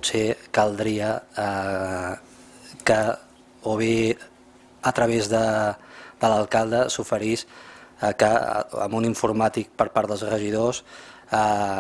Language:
Catalan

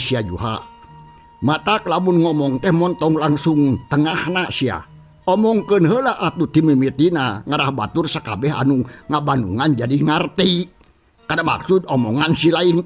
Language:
Sundanese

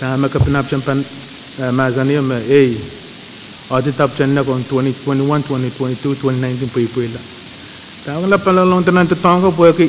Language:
Pohnpeian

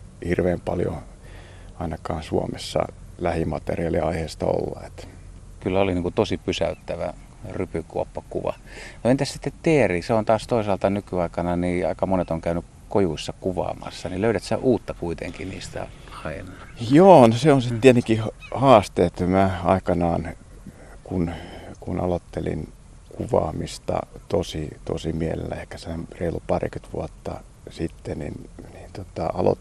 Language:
Finnish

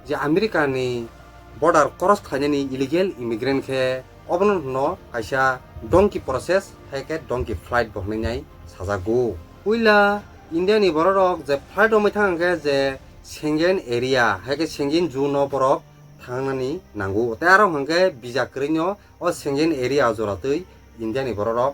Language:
Kok Borok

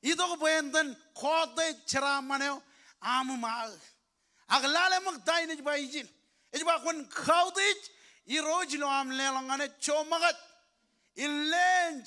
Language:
Marshallese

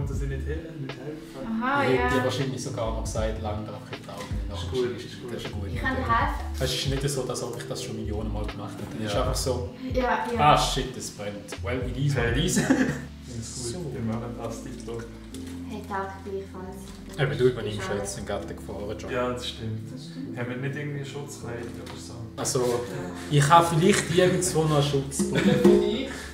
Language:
Swiss German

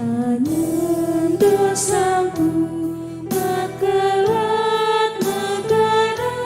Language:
Batak Karo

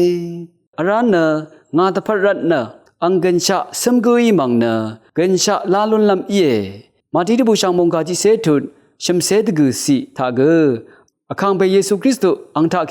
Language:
Rawang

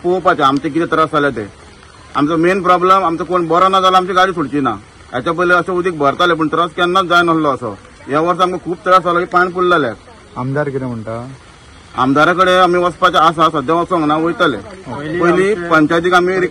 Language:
Konkani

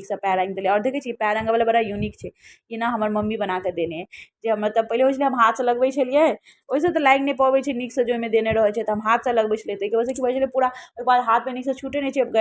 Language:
Maithili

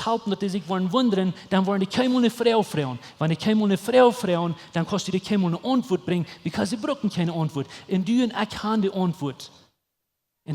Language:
Plautdietsch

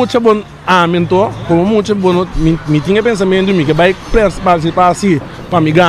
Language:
Papiamento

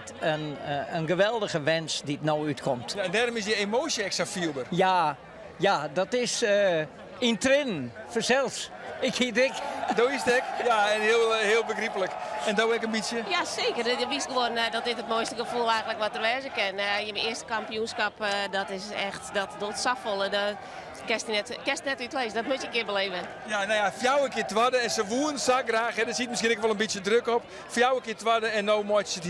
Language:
Western Frisian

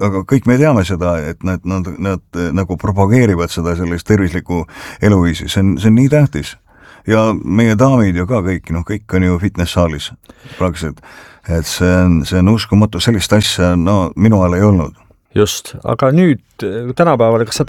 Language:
Estonian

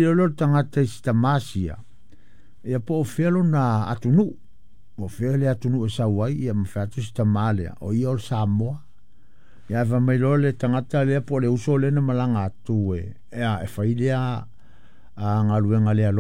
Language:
Samoan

